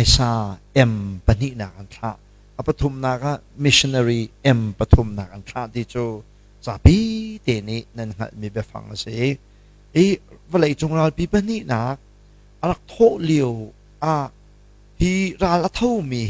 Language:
Hakha Chin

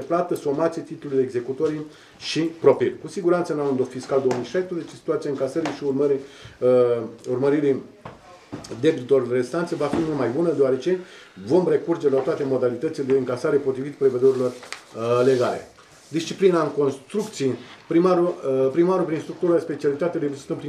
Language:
Romanian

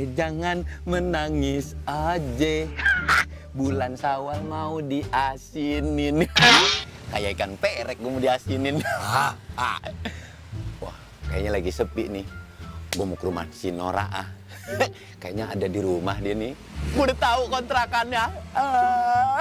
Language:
Betawi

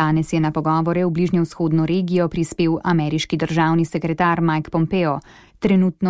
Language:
Slovenian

